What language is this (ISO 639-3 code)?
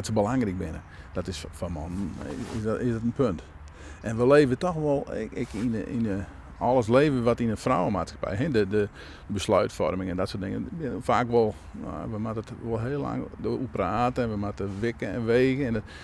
fry